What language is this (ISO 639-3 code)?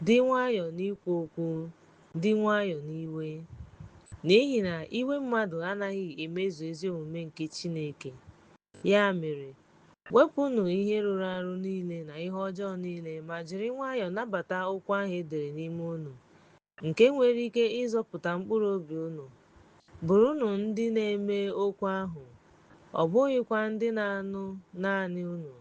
ibo